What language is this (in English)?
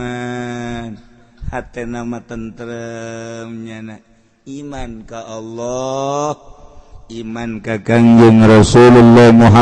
Sundanese